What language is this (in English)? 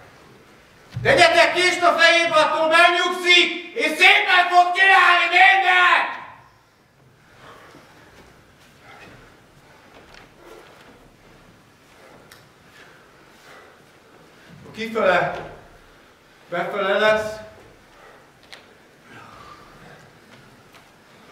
Hungarian